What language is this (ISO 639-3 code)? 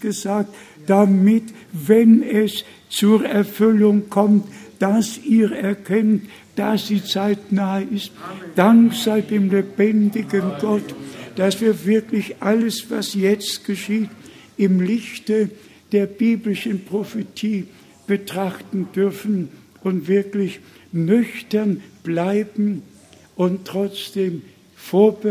deu